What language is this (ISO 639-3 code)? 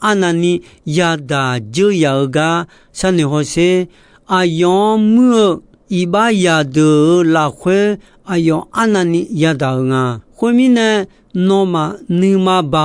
ahk